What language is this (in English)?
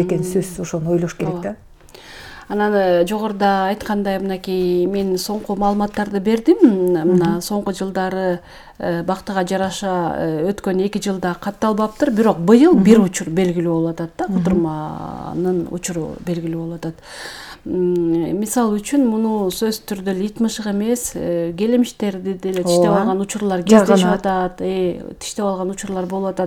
Kyrgyz